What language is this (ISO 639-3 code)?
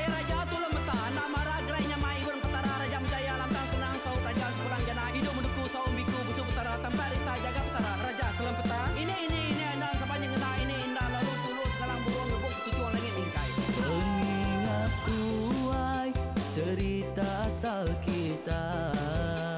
iba